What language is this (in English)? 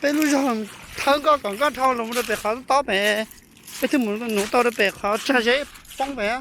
Hmong